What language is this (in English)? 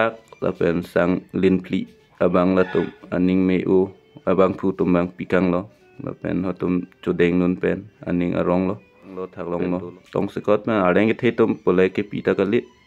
Karbi